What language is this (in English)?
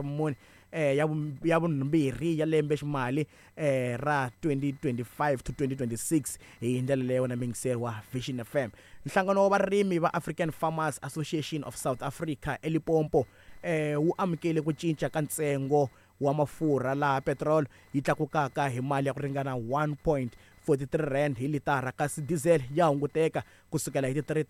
Tsonga